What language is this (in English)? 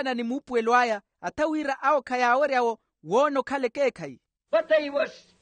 Makhuwa